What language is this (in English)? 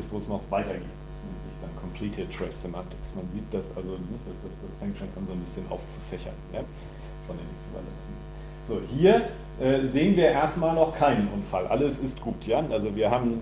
German